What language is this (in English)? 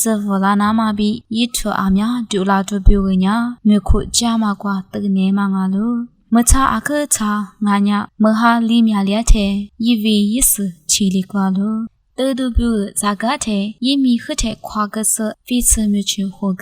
Lisu